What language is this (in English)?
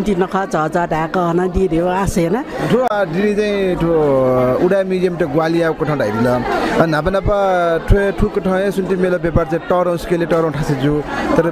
Newari